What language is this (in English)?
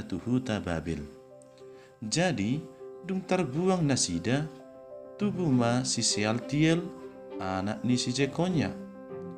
Batak Toba